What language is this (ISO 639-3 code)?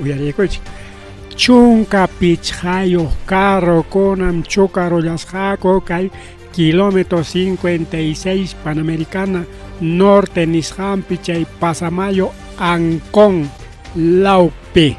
quy